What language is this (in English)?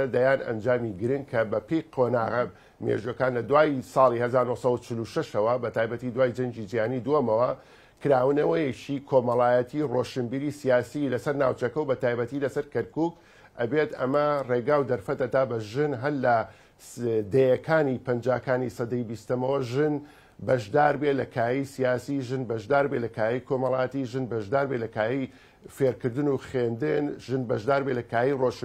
Central Kurdish